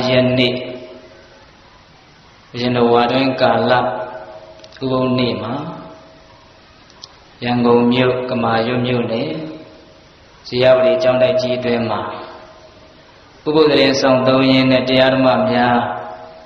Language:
Burmese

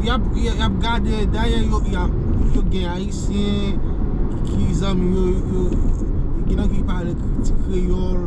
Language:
Haitian Creole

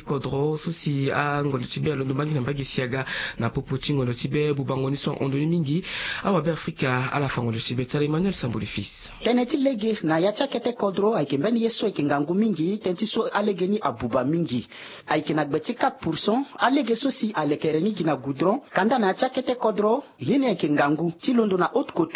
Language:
Sango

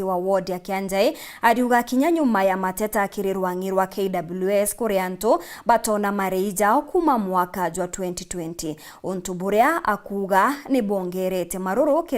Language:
Meru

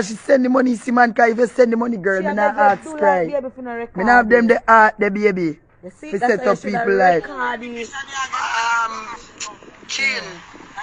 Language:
Jamaican Creole English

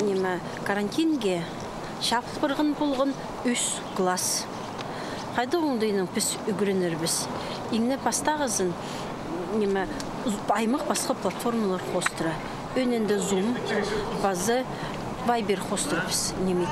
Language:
Khakas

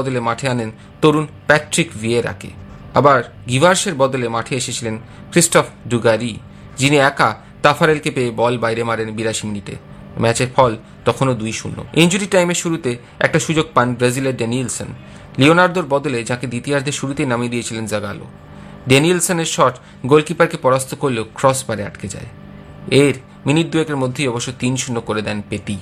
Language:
Bangla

